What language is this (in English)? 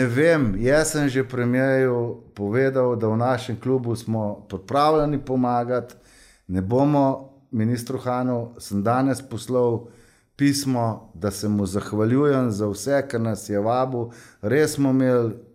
Slovenian